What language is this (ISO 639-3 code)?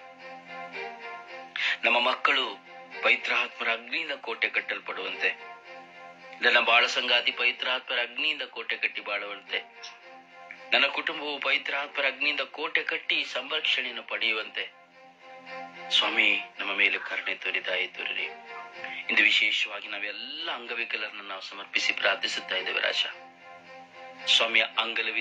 kan